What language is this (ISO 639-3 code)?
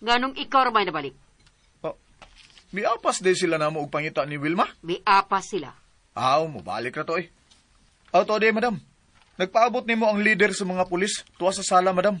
ceb